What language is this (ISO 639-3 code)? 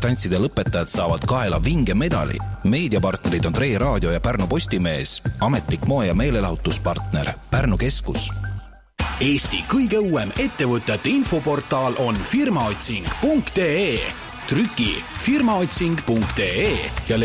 est